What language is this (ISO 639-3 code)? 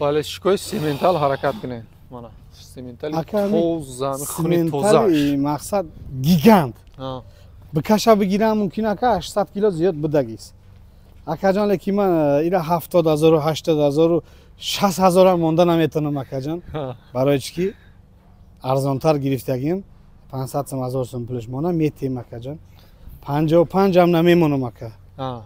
tgk